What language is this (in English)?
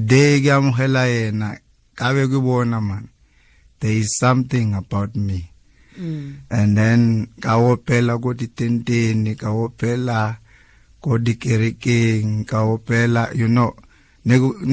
Tswana